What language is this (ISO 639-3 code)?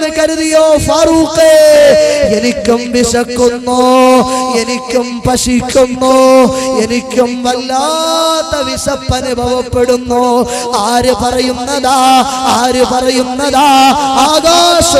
mal